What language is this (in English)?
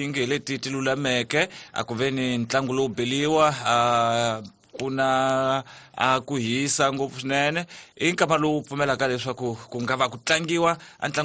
Tsonga